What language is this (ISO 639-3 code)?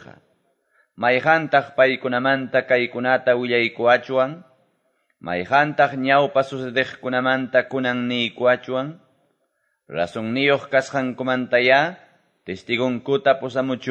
que